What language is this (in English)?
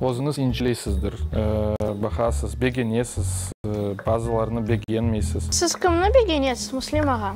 Crimean Tatar